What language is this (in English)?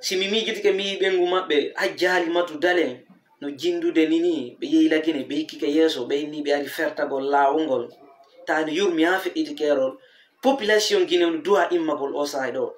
Fula